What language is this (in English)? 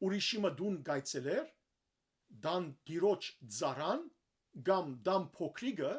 Western Armenian